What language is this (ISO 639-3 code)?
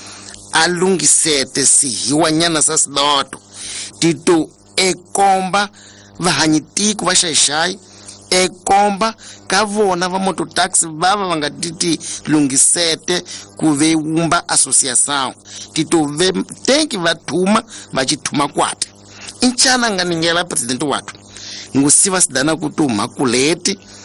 tso